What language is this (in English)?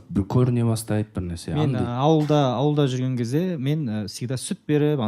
Kazakh